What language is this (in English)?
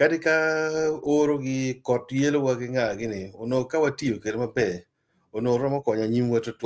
Acoli